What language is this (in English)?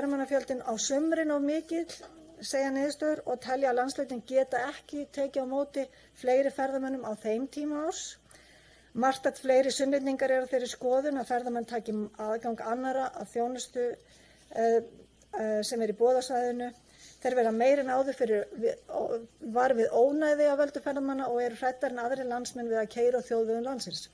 Icelandic